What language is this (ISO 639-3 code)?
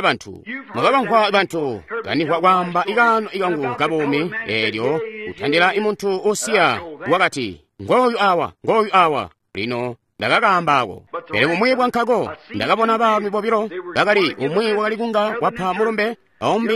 toi